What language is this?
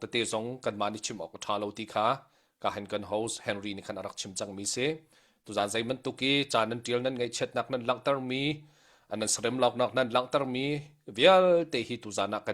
Hakha Chin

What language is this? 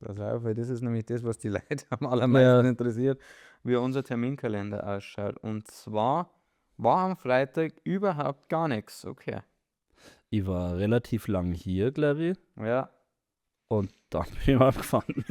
Bavarian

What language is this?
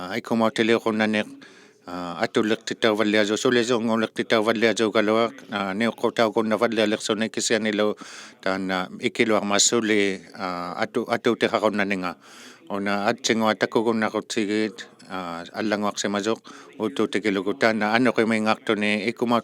Inuktitut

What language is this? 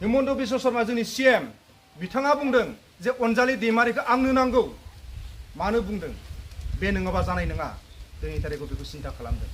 Bodo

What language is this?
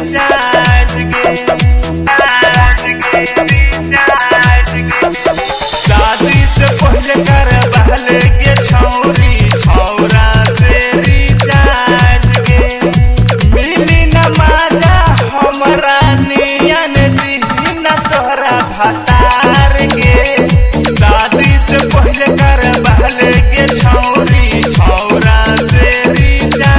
Bhojpuri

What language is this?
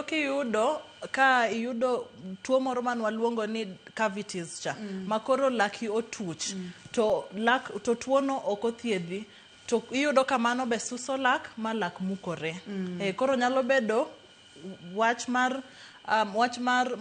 Luo (Kenya and Tanzania)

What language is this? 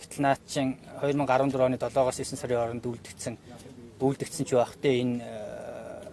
Mongolian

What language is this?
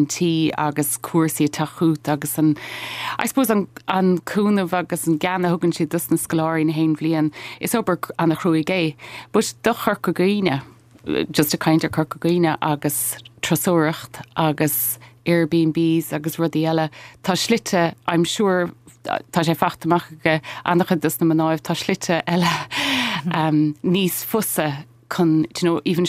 Irish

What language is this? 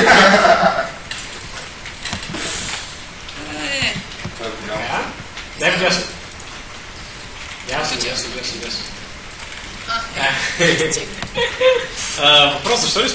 Bulgarian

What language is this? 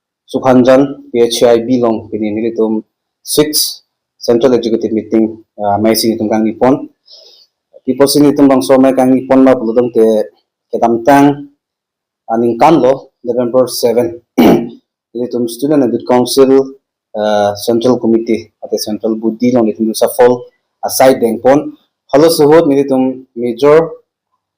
Karbi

